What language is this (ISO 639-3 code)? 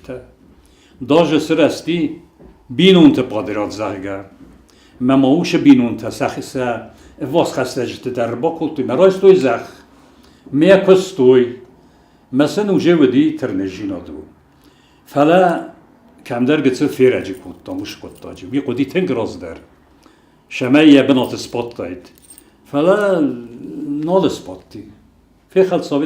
oss